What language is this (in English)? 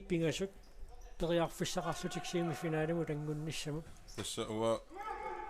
Kalaallisut